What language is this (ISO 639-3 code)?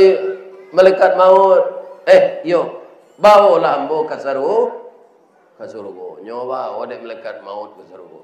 min